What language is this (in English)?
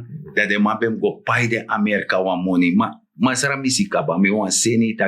Sranan Tongo